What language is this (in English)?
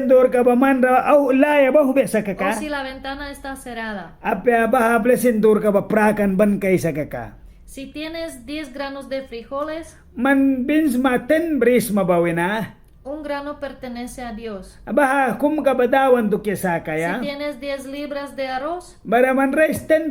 Mískito